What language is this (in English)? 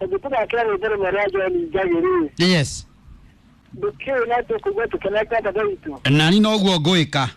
Kikuyu